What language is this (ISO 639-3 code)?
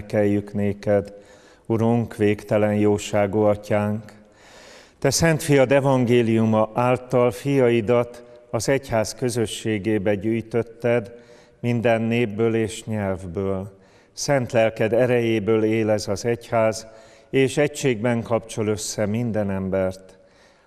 hun